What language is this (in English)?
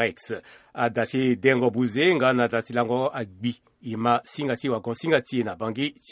Sango